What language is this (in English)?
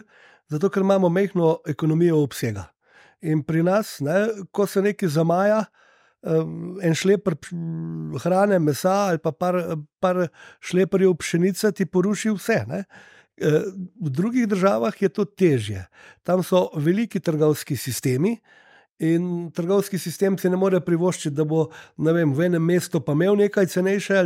Slovenian